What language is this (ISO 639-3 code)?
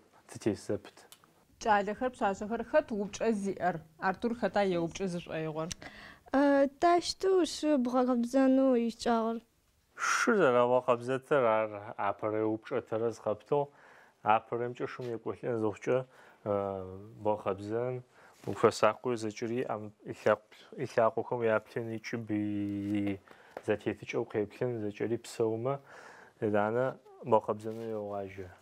ady